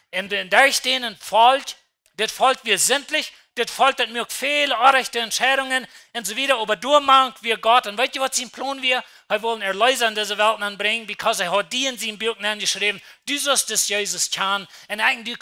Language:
Plautdietsch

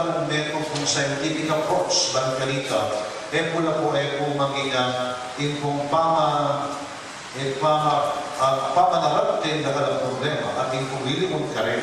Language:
Pampanga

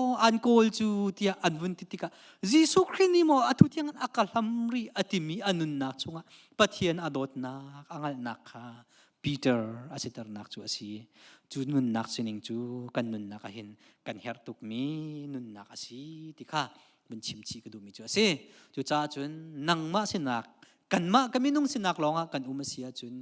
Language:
Hakha Chin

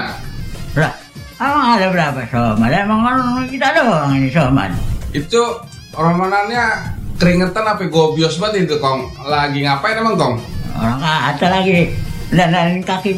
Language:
Indonesian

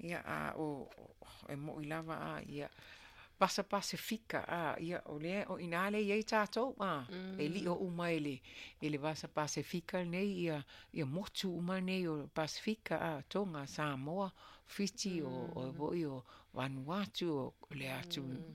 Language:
Samoan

